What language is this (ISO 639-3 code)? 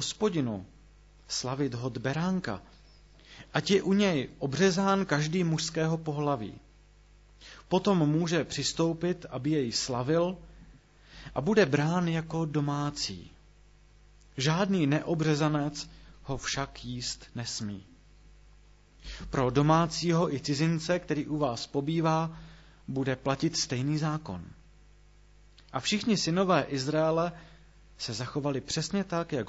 ces